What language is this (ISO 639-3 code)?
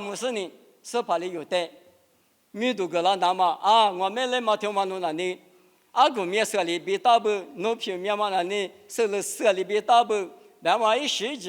lis